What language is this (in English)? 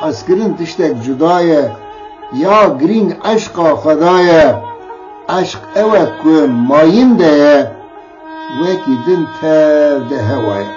Kurdish